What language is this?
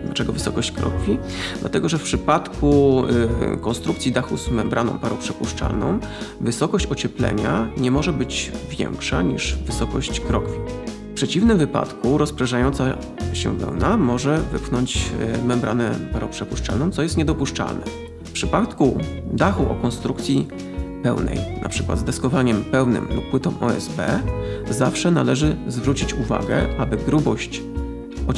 Polish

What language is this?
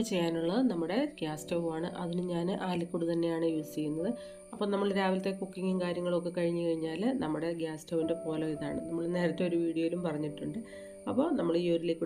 Malayalam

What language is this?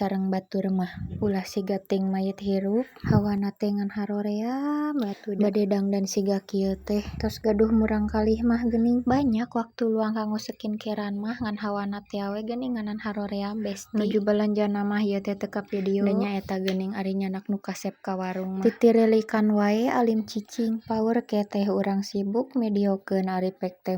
Sundanese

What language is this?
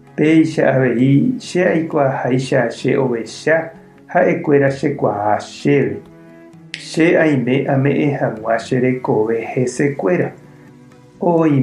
Guarani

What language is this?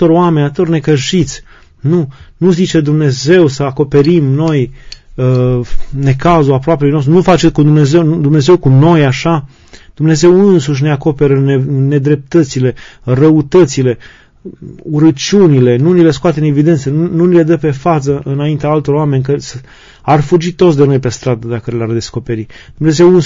Romanian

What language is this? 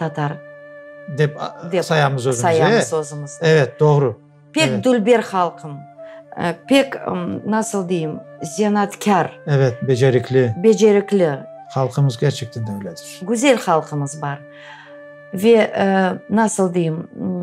Crimean Tatar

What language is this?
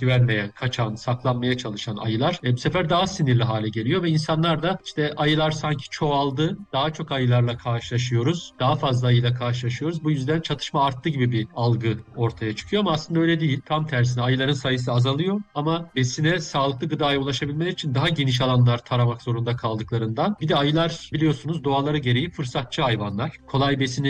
Turkish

